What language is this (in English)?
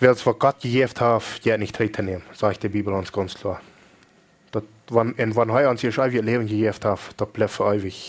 Plautdietsch